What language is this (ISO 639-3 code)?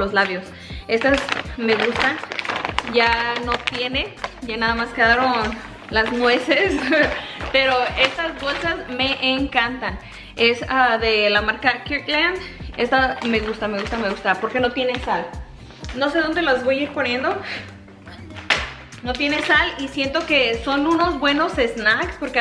spa